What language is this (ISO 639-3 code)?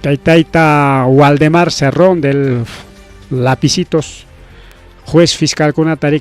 quy